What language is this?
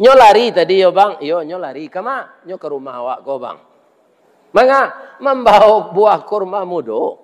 Minangkabau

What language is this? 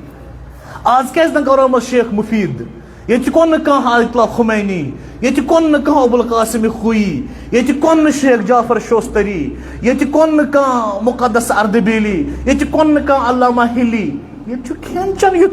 Kashmiri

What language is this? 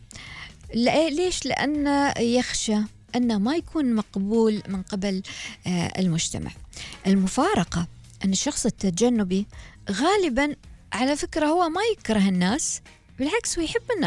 Gulf Arabic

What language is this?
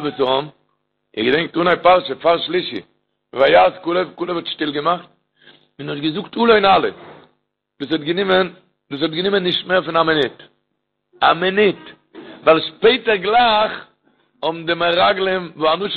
Yiddish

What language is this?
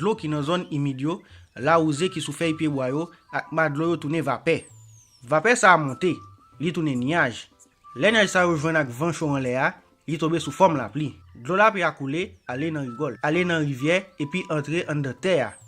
Haitian Creole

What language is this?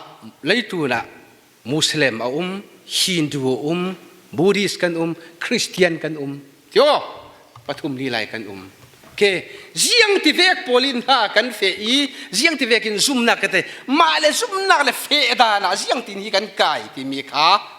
Falam Chin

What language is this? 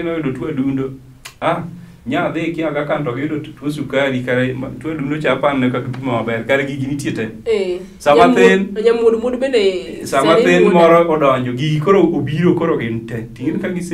Luo (Kenya and Tanzania)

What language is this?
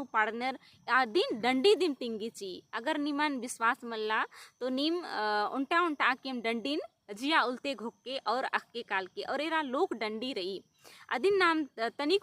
Kurukh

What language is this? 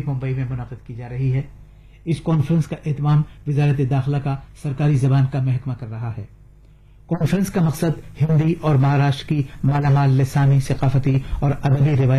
Urdu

